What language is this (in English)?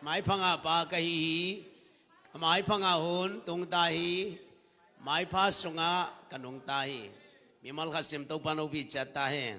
Tedim Chin